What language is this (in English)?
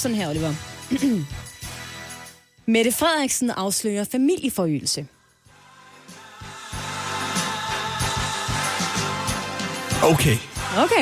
Danish